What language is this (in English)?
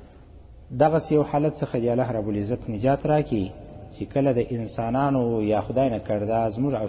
Pashto